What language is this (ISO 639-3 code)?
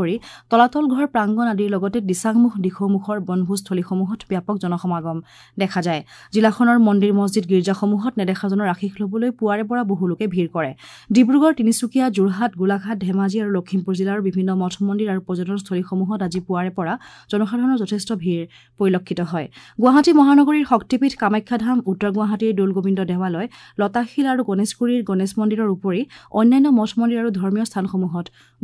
asm